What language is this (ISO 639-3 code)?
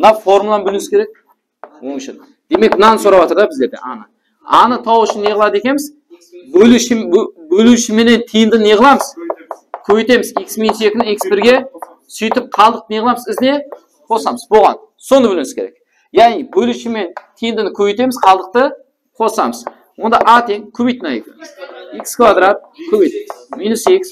kaa